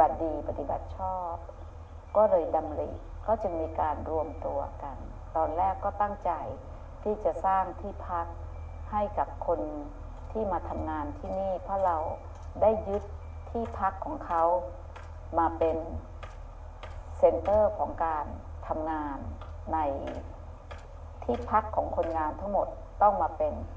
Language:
Thai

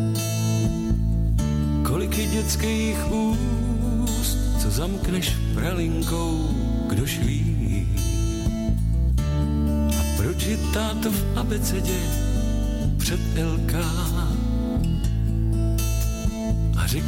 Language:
Czech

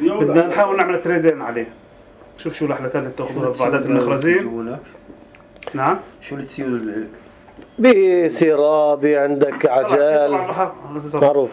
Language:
North Levantine Arabic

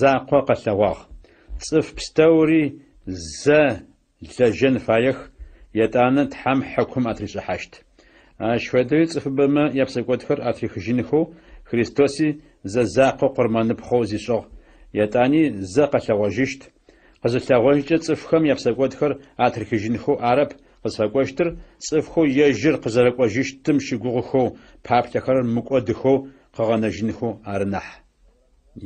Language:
Adyghe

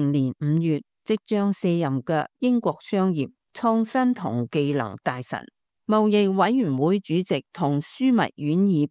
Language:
Cantonese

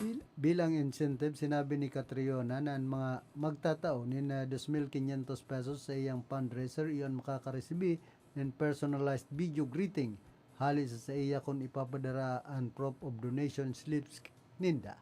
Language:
Bikol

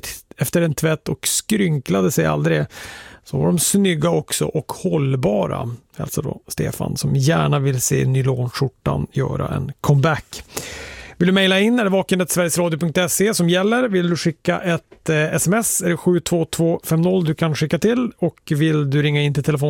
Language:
Swedish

